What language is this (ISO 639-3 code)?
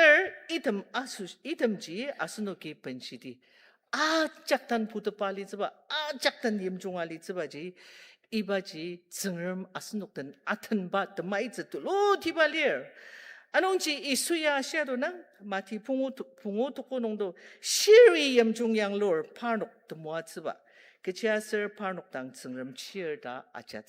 njo